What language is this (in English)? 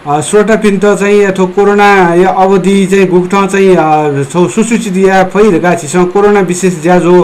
Newari